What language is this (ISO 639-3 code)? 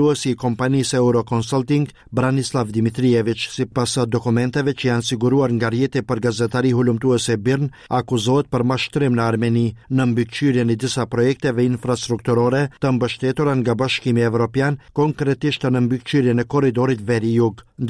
sqi